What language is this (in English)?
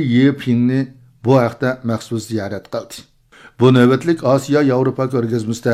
Uyghur